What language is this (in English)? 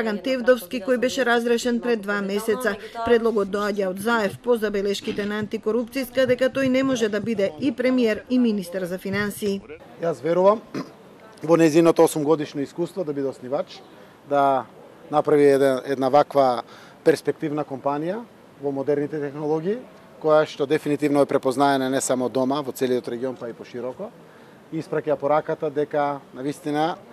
Macedonian